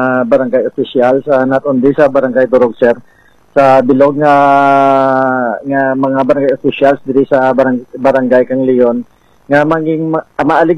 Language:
Hiligaynon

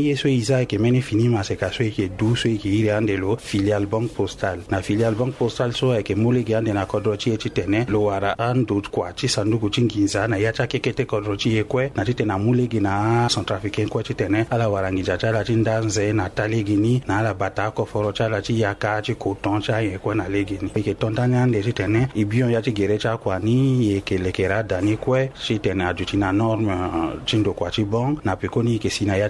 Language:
Sango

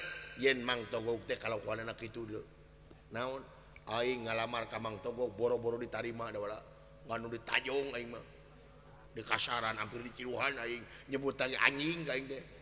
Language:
Sundanese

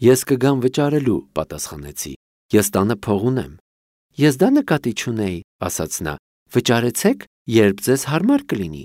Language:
Armenian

